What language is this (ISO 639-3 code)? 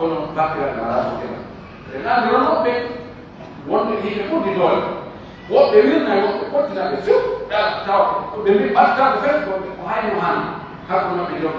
fuf